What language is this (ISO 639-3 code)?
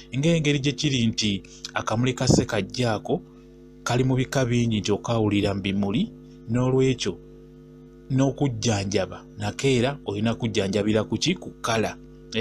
lug